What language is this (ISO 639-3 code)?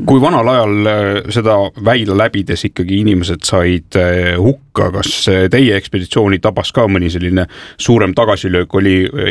est